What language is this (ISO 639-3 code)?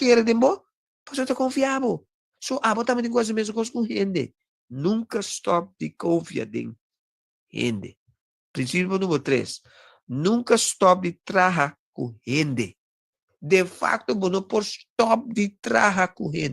pap